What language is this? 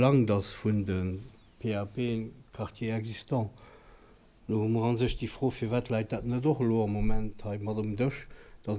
Luxembourgish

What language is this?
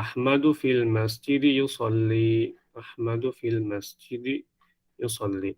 Divehi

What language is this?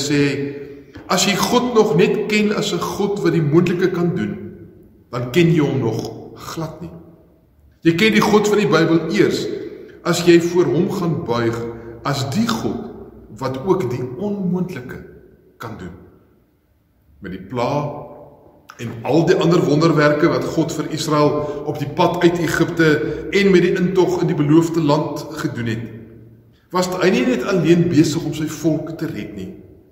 Afrikaans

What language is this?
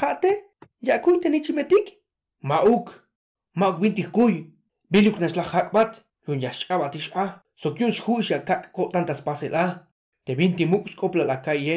Tzeltal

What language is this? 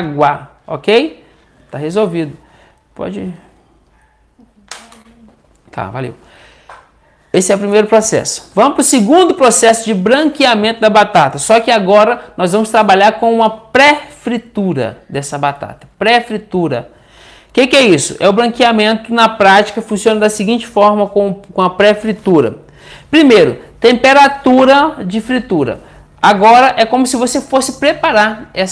Portuguese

